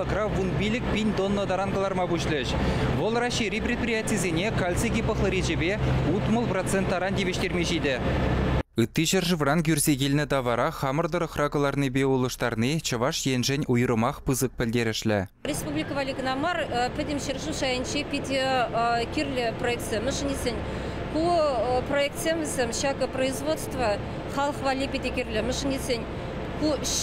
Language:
Chuvash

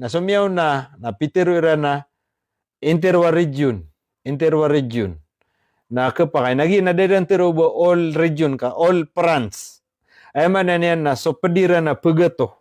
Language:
Maranao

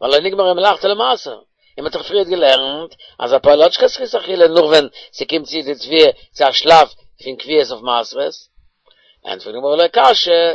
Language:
Yiddish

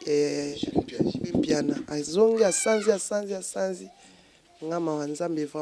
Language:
Lingala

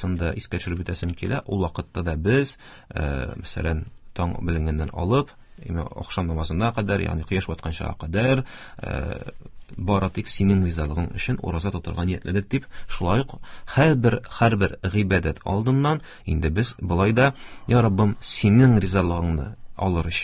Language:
Tatar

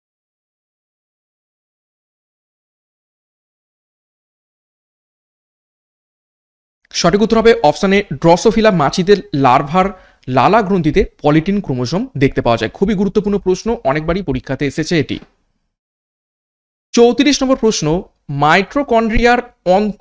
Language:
Bangla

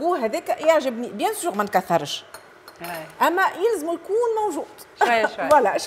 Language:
Tunisian Arabic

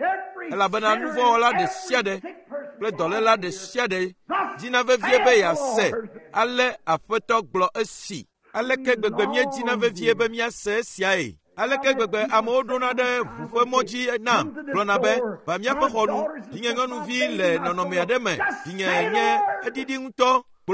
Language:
Ewe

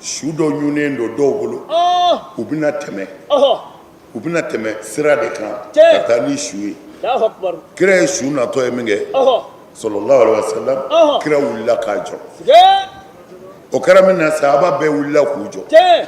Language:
Bambara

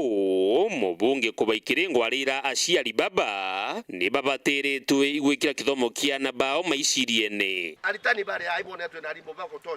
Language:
Meru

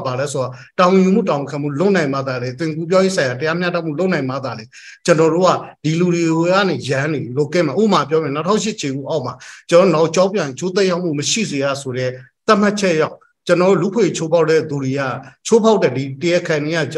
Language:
Burmese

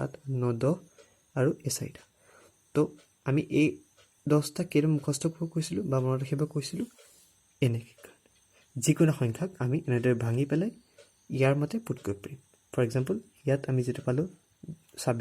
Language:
Assamese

